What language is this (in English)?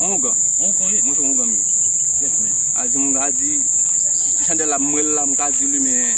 Haitian Creole